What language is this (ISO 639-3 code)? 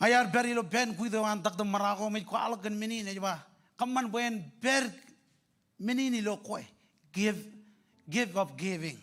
mah